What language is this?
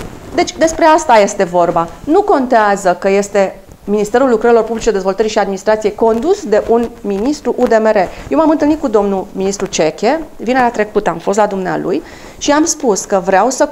Romanian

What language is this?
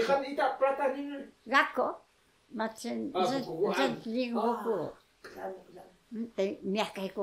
Taroko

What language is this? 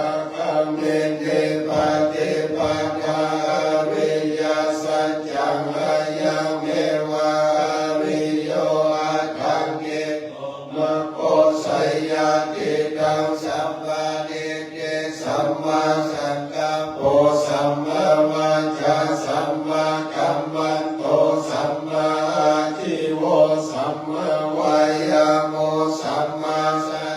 Pali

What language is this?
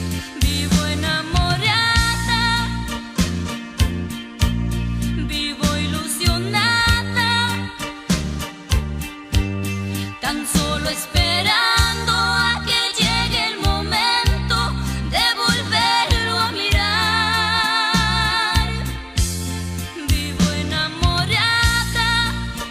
Spanish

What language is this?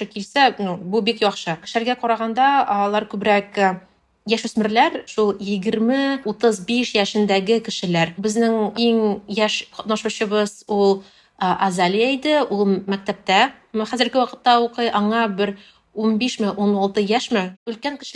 Tatar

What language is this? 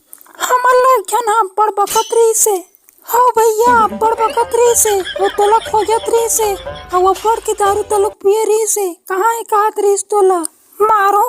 Chhattisgarhi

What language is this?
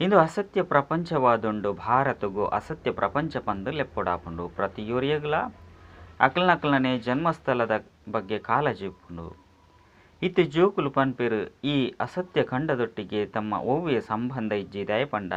Tulu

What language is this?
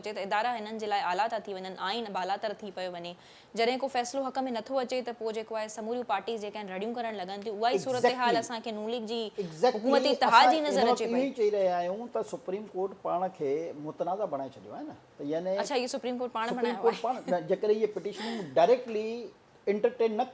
Sindhi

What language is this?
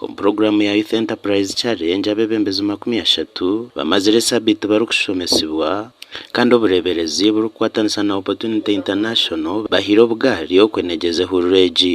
Nyankole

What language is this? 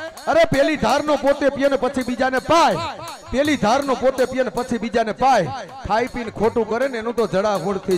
Gujarati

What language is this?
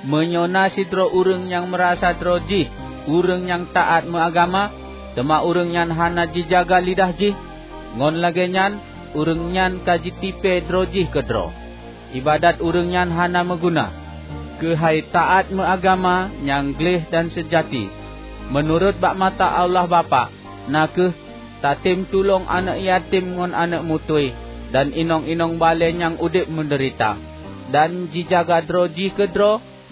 Achinese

